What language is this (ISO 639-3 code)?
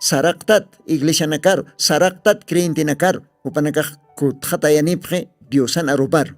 aym